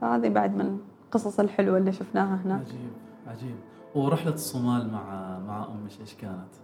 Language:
Gulf Arabic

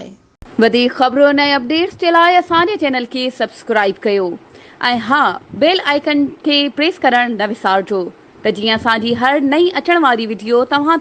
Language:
Sindhi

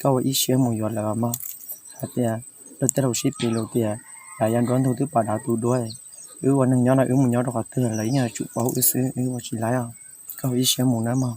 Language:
Hmong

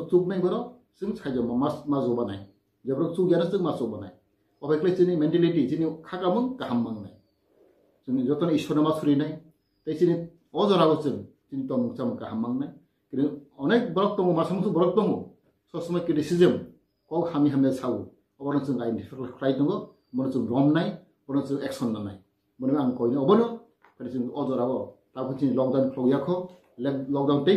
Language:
Kok Borok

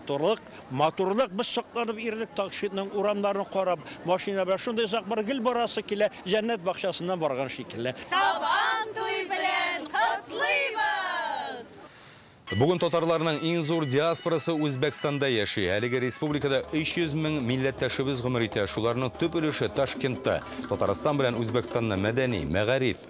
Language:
Tatar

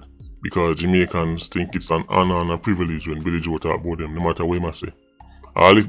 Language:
Jamaican Creole English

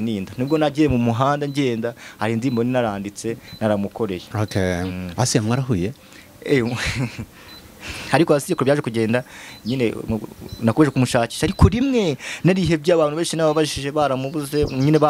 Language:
Kinyarwanda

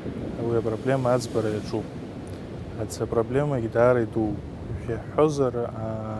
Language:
Abkhazian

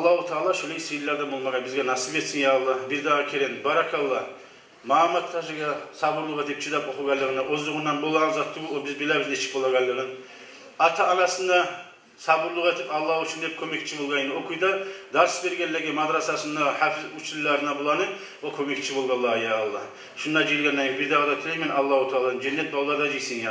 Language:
Kumyk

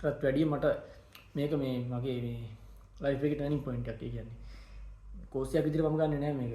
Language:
Sinhala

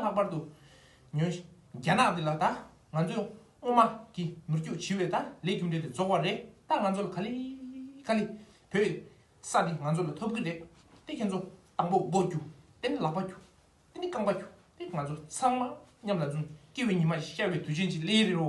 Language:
Tibetan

